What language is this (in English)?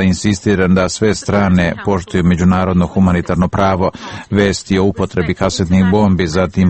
Serbian